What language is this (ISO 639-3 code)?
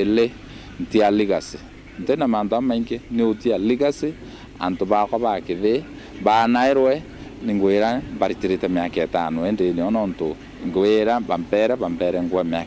mer